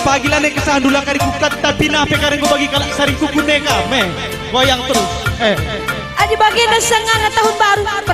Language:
Batak Karo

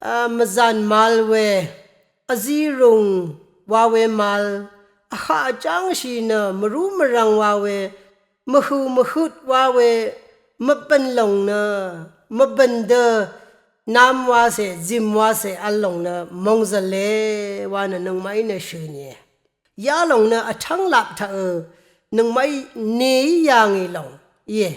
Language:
Rawang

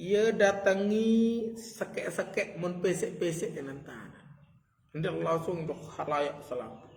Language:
Sasak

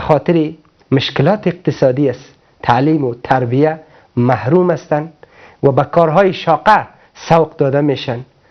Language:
Persian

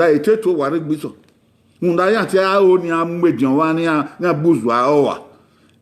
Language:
Bini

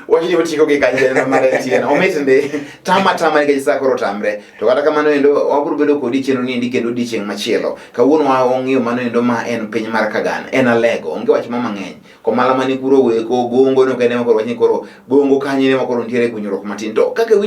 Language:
Luo (Kenya and Tanzania)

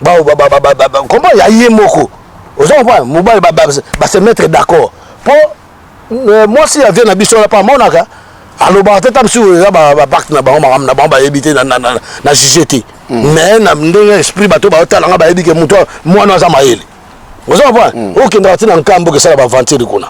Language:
Lingala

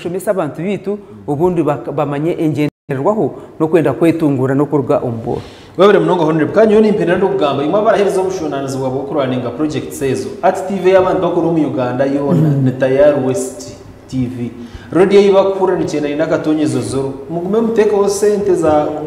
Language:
Nyankole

